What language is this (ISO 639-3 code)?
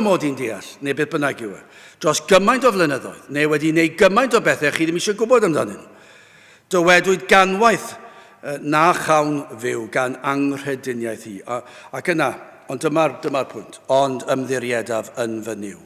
cym